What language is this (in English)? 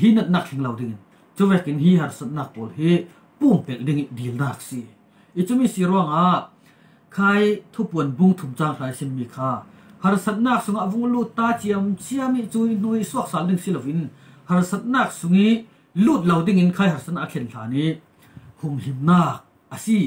Falam Chin